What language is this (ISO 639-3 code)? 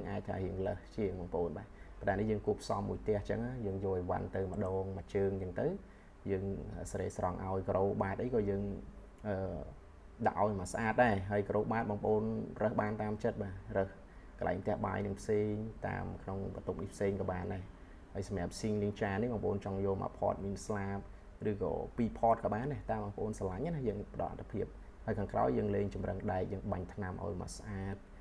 khm